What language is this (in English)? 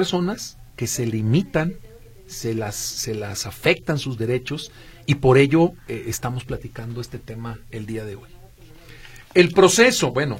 Spanish